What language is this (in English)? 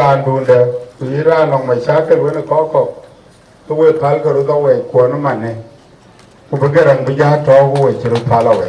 Dinka